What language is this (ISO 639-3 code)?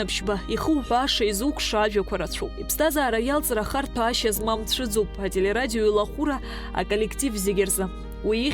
abk